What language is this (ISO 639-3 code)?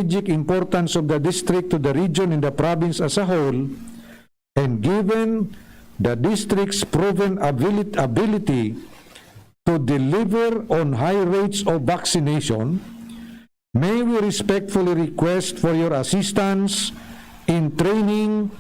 bik